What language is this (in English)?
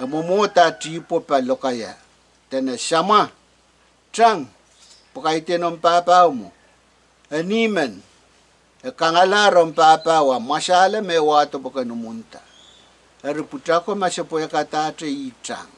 Pohnpeian